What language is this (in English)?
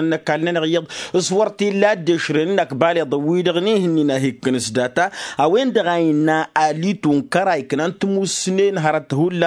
Tamasheq